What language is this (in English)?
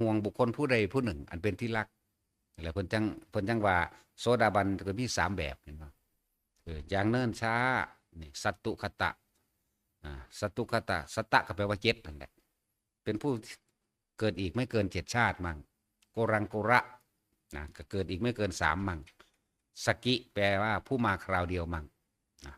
Northeastern Thai